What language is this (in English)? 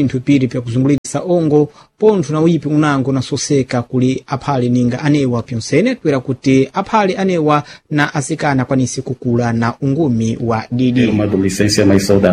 Sena